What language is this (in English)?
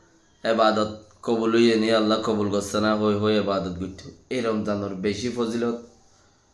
Rohingya